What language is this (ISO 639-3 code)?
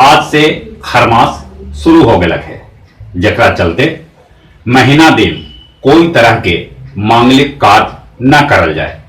mag